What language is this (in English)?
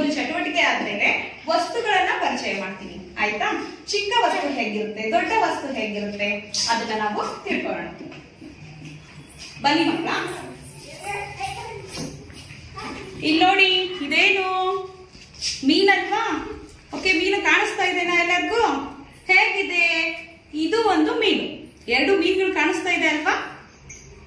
Kannada